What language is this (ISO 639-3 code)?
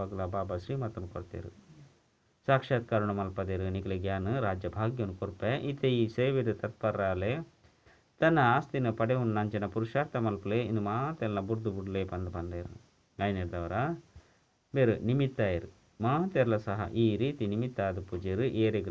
tcy